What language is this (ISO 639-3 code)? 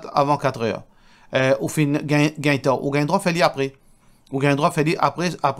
mfe